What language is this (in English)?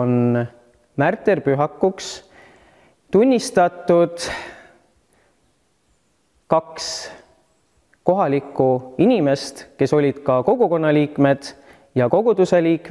Estonian